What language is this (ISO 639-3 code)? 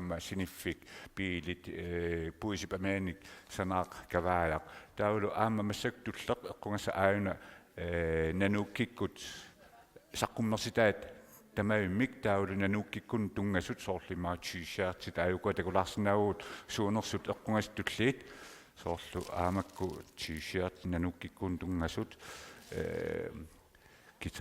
kal